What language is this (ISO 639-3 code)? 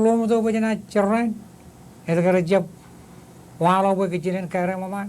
mah